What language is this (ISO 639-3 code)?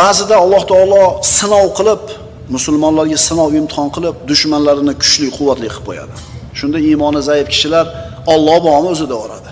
uzb